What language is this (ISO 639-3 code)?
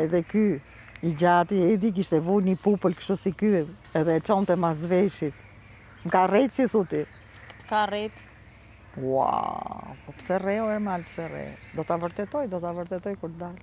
sqi